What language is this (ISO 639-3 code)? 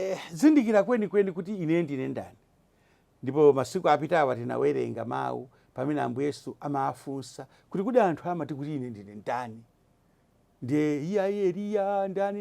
nya